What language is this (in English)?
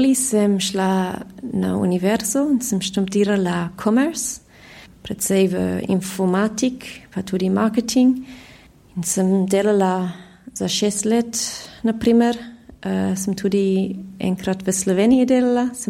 Slovenian